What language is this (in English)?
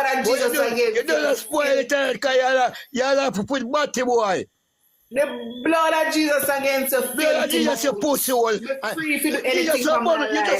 Jamaican Creole English